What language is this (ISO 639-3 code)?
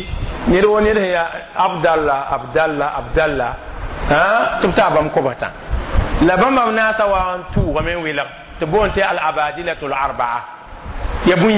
mos